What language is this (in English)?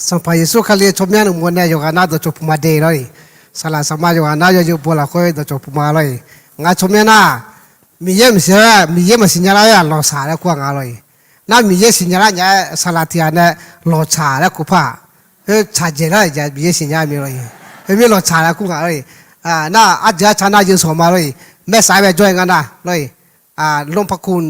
Akha